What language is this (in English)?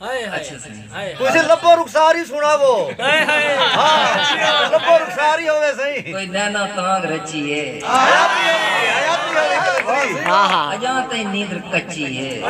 Saraiki